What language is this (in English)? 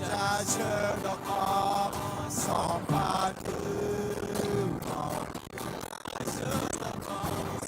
Akha